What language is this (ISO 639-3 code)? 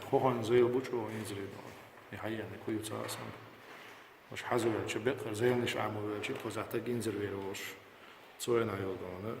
che